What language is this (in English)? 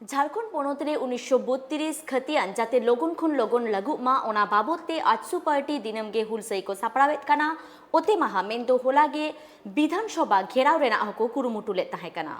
Santali